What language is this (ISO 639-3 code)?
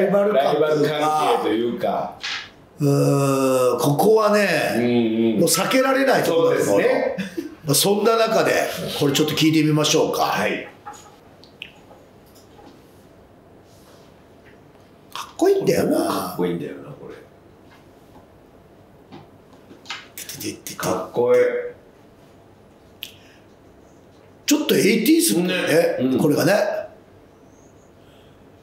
jpn